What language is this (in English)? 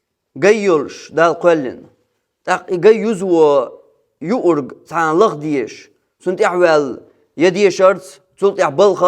Chechen